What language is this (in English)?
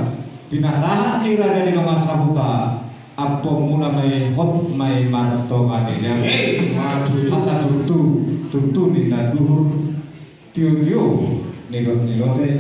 Batak Toba